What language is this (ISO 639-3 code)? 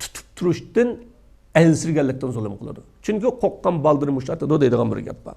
uig